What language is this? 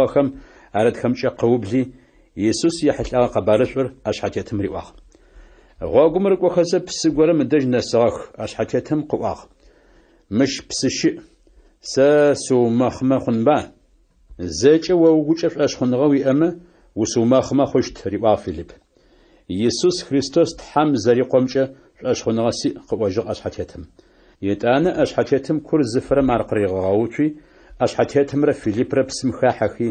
Adyghe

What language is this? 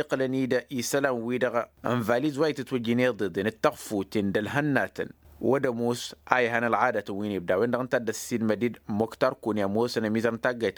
Tamasheq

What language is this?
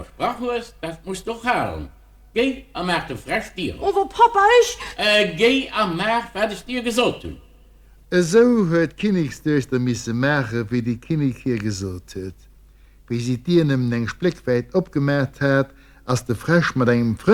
Luxembourgish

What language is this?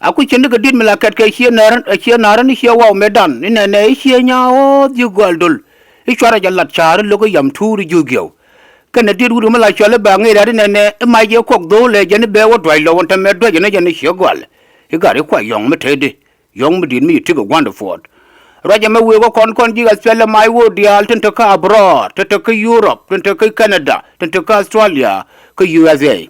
Nuer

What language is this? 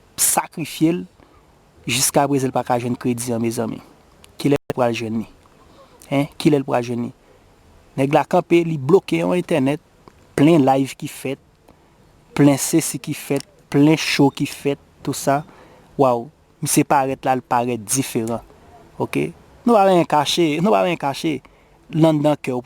Haitian Creole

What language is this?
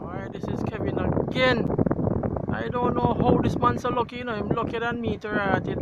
Jamaican Creole English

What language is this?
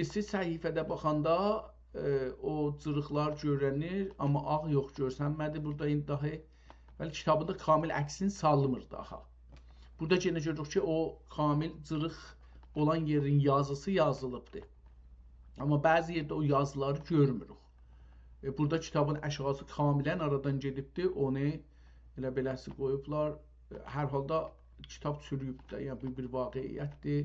South Azerbaijani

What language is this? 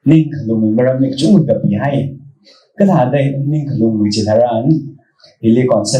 Tangkhul Naga (India)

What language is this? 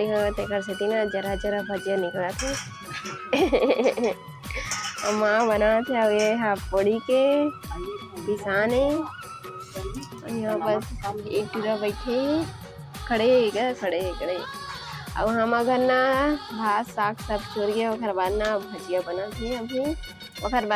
Chhattisgarhi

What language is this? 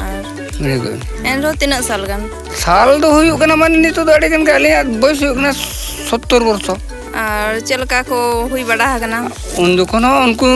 Santali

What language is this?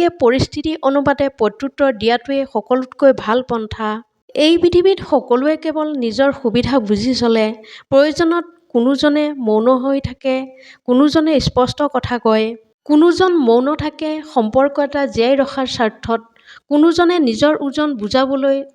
Assamese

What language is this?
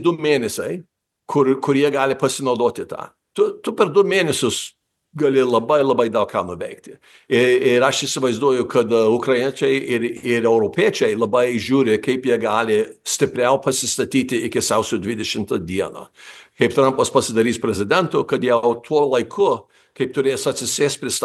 Lithuanian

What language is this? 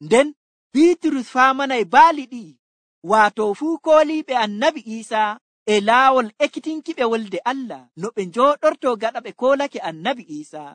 Nigerian Fulfulde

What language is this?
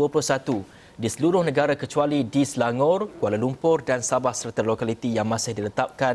Malay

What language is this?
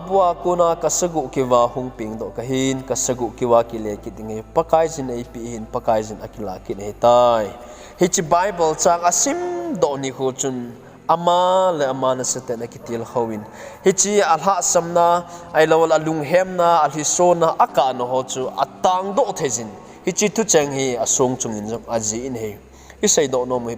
Thado Chin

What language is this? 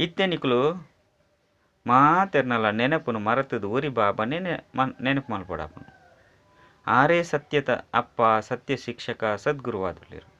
Tulu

